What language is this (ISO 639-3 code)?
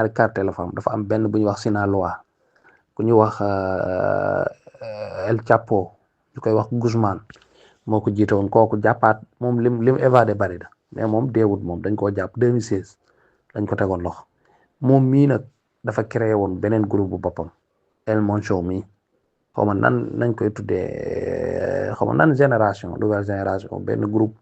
wol